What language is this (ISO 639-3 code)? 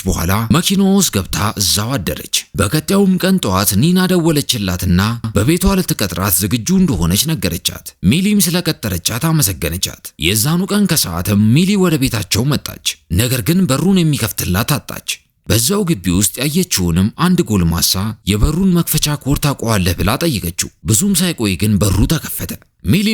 amh